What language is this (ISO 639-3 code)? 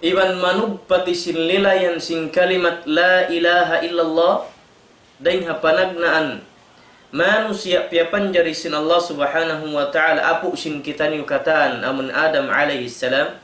tsg